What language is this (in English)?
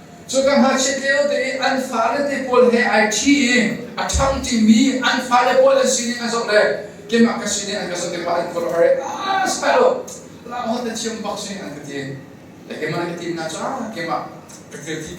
Hakha Chin